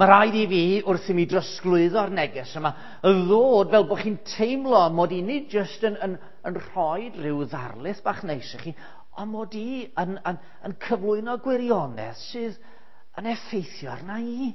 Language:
Welsh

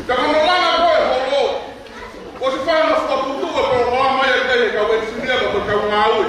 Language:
Tongan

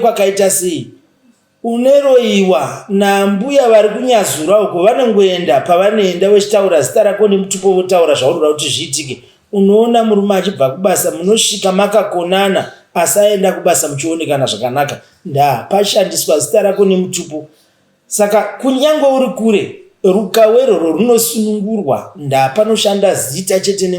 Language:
Shona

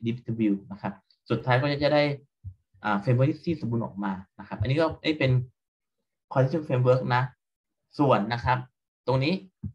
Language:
Thai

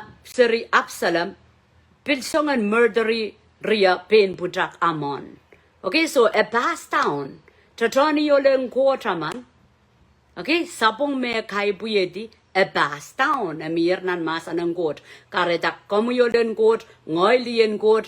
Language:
Pohnpeian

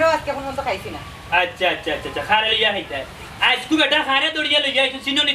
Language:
Sylheti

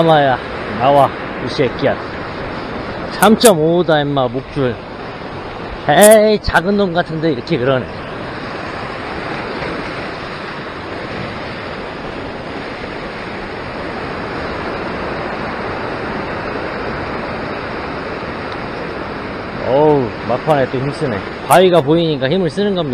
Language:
Korean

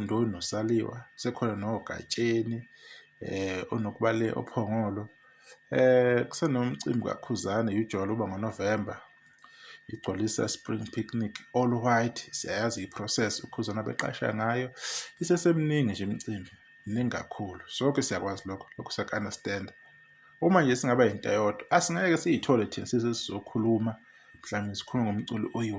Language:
Zulu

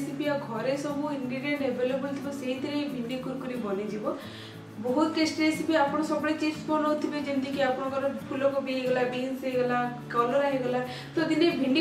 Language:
Odia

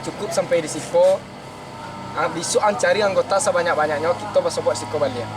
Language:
Minangkabau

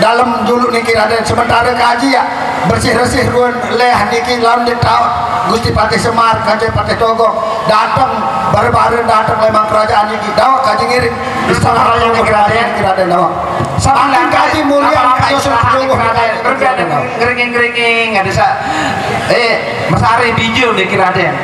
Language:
Sasak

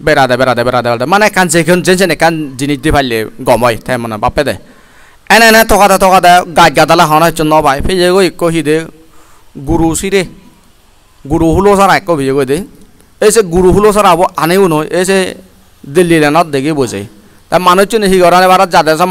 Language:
Chakma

